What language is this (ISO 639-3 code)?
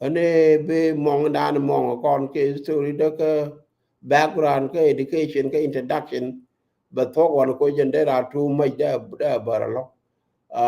nus